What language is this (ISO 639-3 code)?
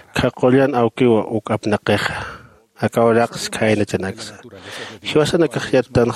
aym